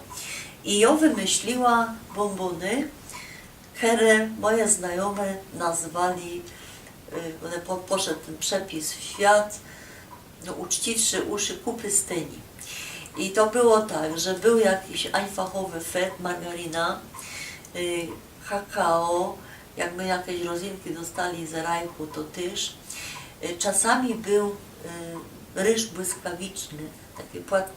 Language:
Silesian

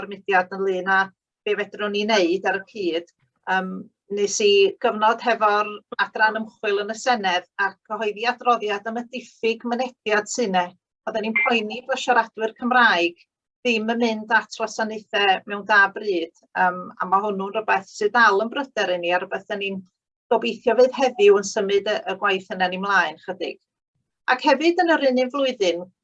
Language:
Welsh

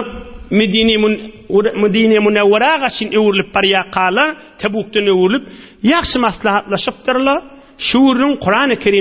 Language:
Turkmen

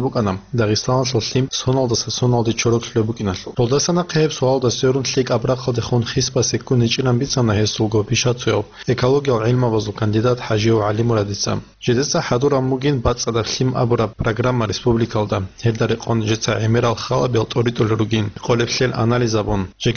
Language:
Avaric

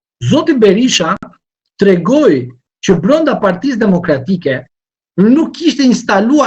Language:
Albanian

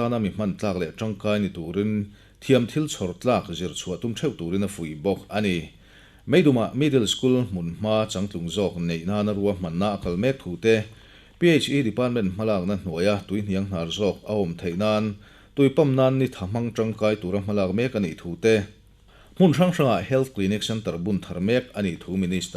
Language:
Mizo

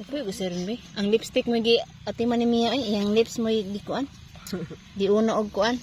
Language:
Cebuano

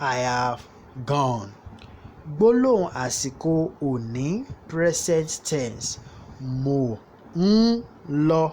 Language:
Yoruba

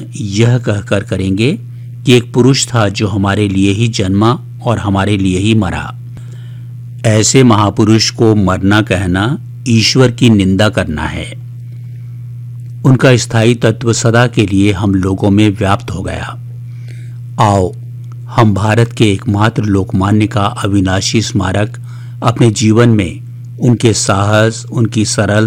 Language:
Hindi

